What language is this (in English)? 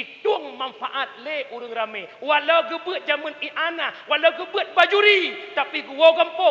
Achinese